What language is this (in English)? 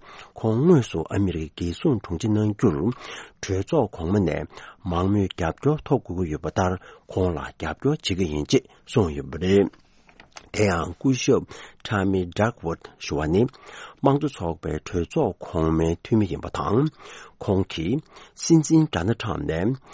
Tibetan